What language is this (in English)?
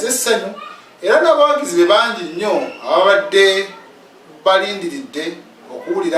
Ganda